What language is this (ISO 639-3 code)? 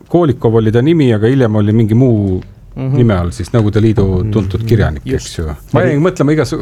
est